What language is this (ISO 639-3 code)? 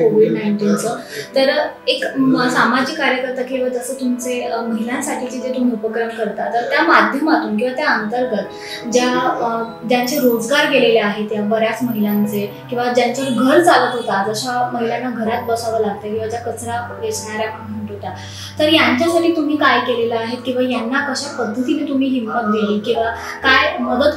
mar